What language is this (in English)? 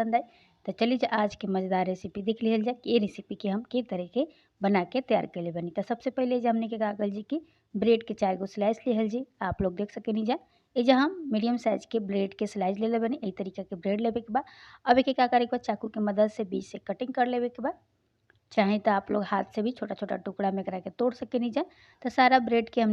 Bhojpuri